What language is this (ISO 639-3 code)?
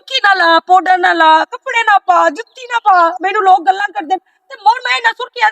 lah